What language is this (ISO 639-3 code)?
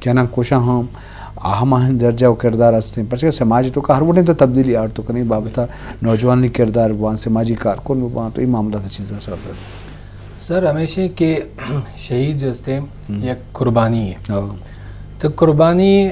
bgp